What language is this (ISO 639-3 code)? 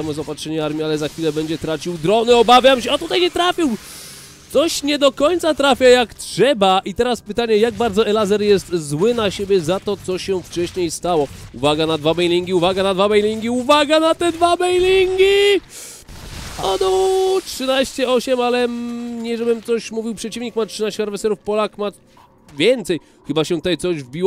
pol